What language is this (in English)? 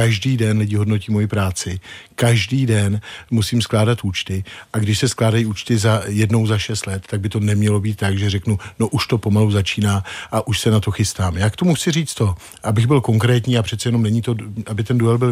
Czech